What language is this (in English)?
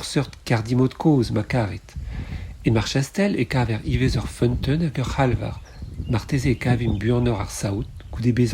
Breton